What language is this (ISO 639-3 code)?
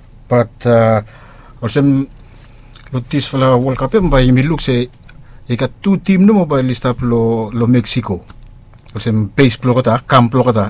bis